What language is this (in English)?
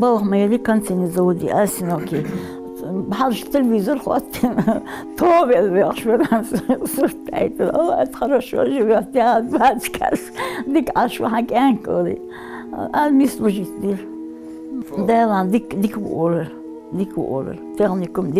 Ingush